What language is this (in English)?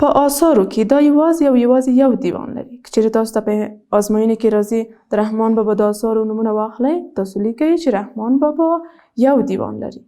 Pashto